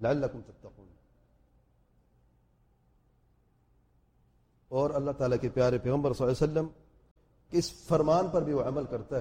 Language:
Urdu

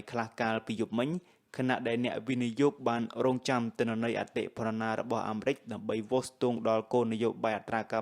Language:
Khmer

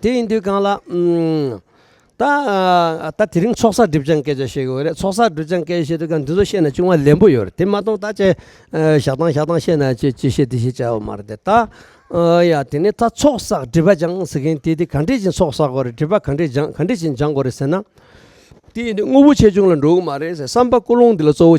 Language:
Tibetan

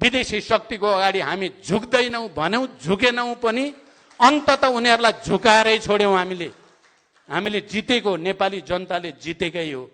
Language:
Nepali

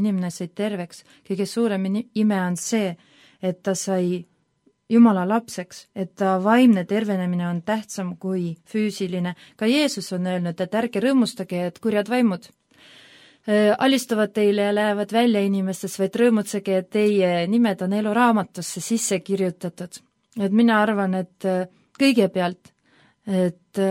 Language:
Estonian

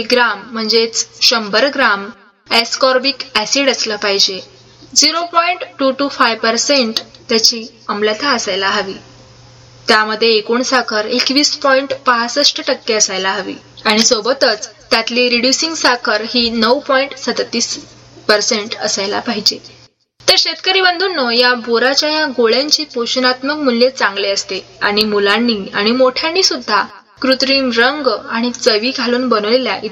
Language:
Marathi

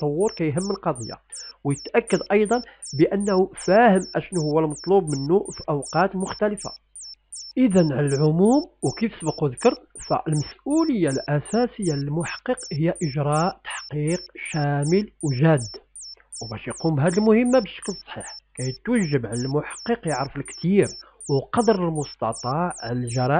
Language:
Moroccan Arabic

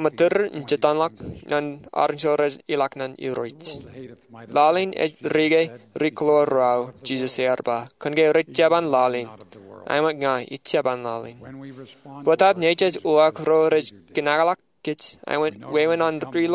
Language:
Marshallese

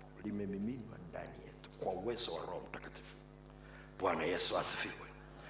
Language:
Swahili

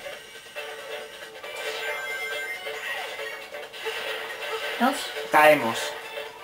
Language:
Spanish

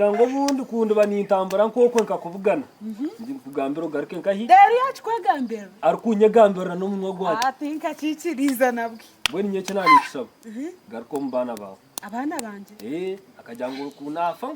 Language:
Nyankole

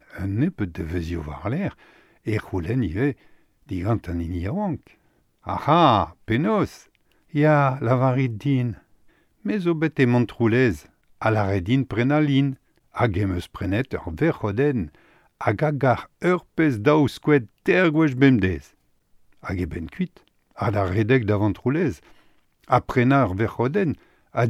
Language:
Breton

